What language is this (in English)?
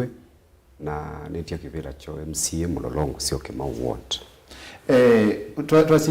Kamba